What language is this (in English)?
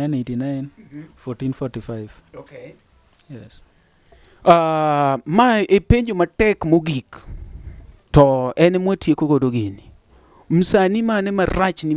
Luo (Kenya and Tanzania)